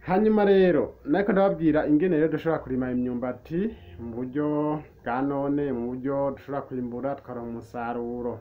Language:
Rundi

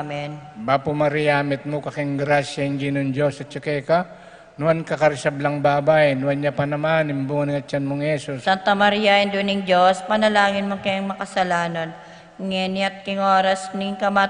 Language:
Pampanga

